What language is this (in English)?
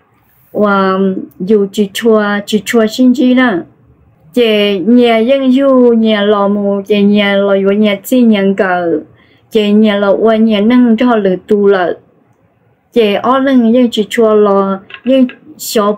Hmong